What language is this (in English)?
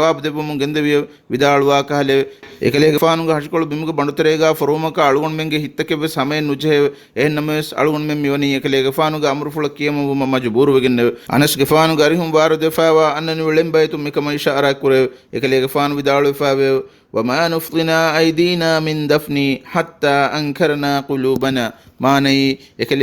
Divehi